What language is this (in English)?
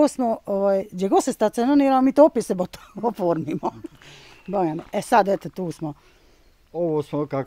Bosnian